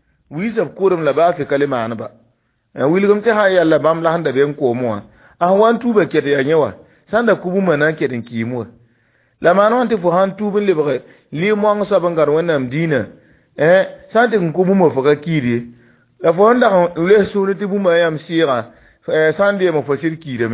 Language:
Mossi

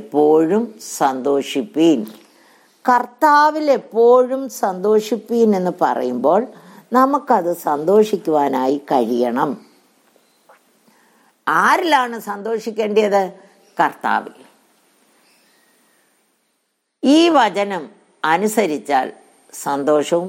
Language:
Malayalam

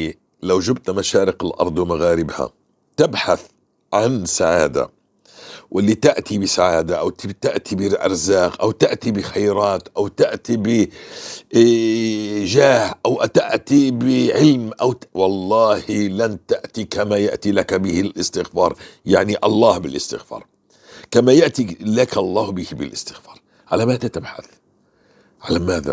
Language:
North Levantine Arabic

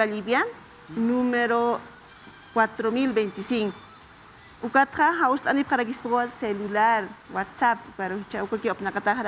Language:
Aymara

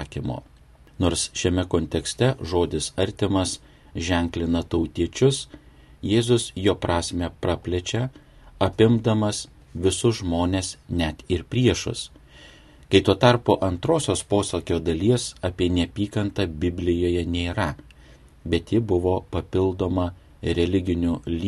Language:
Lithuanian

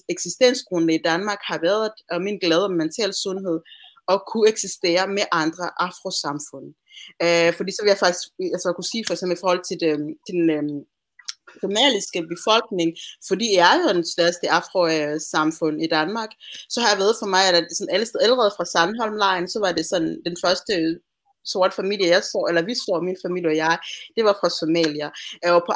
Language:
Danish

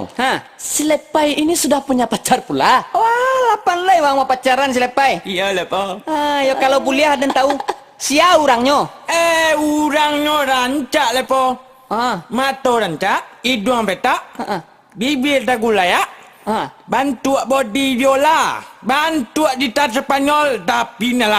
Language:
Minangkabau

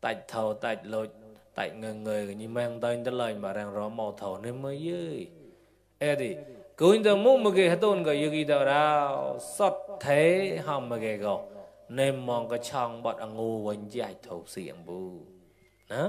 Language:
Mon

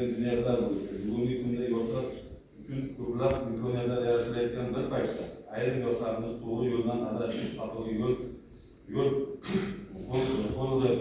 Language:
Uzbek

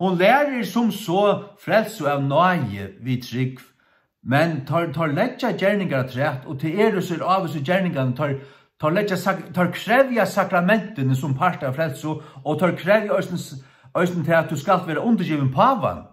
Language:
Faroese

